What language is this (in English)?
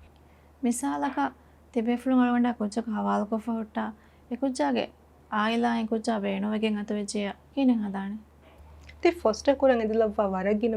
Divehi